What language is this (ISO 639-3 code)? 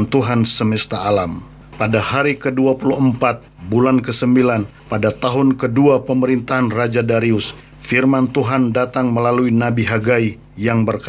ind